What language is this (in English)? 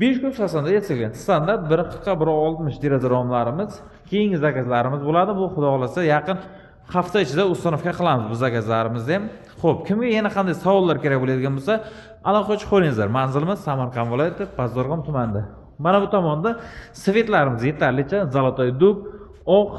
Uzbek